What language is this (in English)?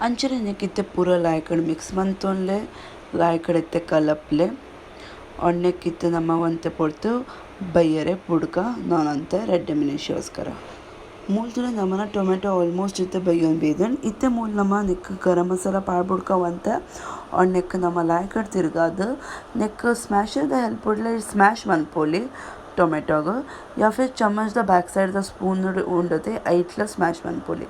Tulu